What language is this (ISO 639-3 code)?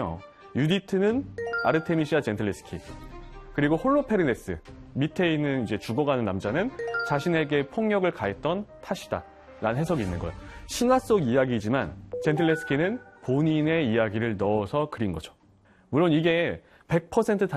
kor